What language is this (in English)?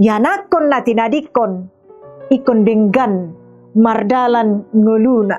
Batak Toba